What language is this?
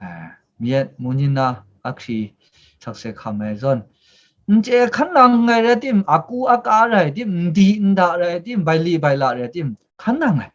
Kachin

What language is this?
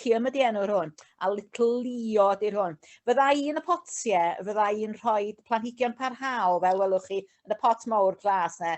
Welsh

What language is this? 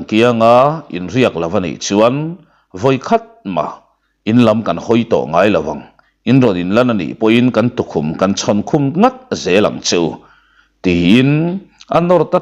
Mizo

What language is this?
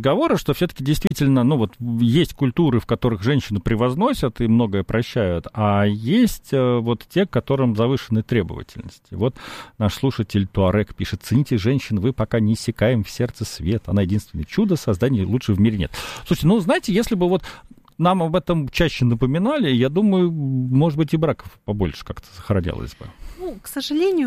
Russian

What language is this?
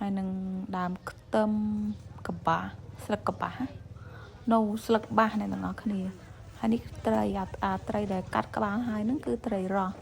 Khmer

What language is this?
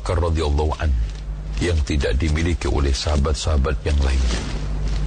Indonesian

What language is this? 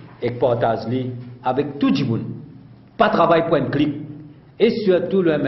Morisyen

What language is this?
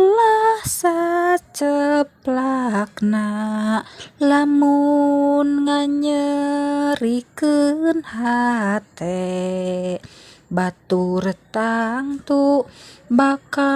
Sundanese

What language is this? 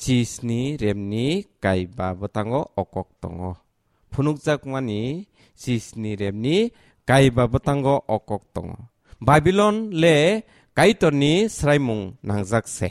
Kok Borok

